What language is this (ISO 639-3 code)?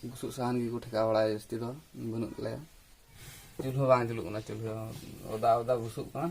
sat